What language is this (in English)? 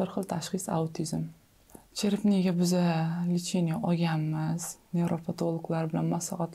Uzbek